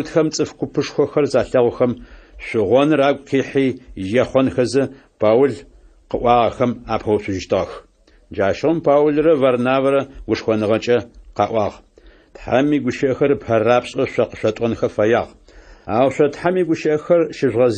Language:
Adyghe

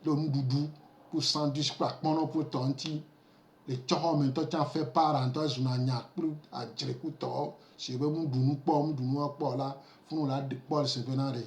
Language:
Gen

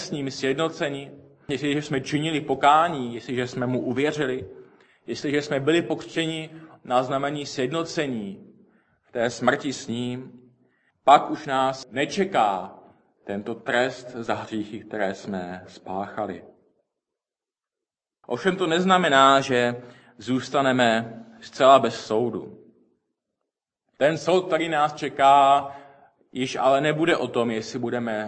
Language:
Czech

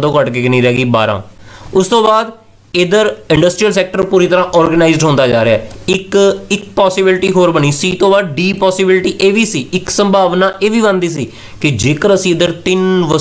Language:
Punjabi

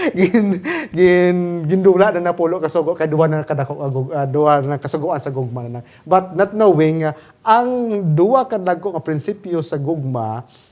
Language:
Hiligaynon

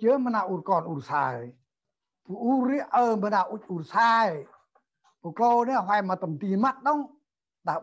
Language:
Central Mnong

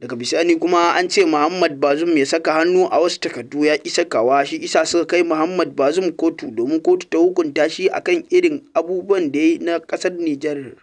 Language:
Hausa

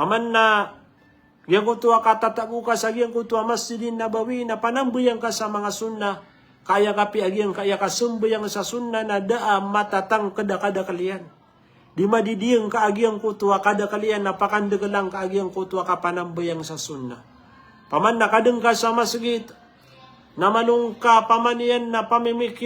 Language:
Maranao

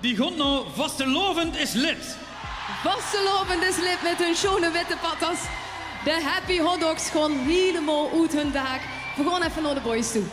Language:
Limburgish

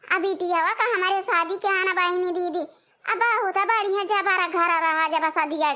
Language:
Awadhi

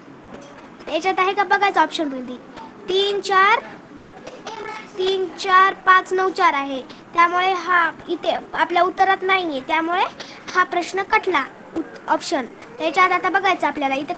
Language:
Marathi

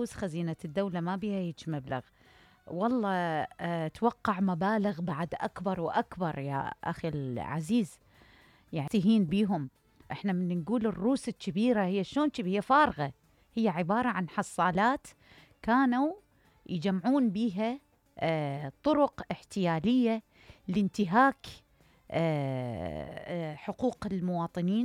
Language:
Mesopotamian Arabic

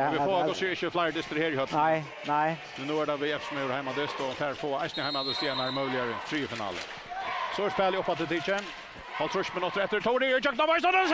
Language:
Faroese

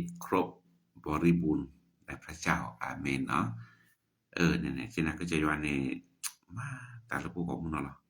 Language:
S'gaw Karen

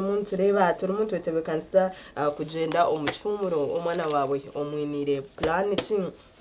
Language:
Nyankole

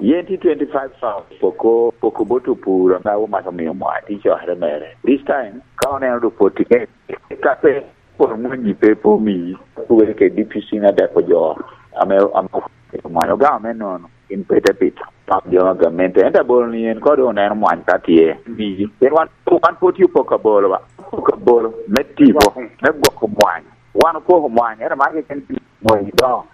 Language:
Lango (Uganda)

